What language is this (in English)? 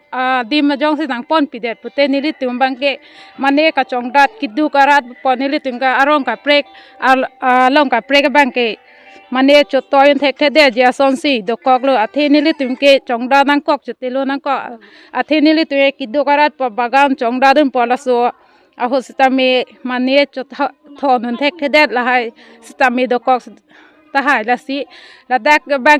Karbi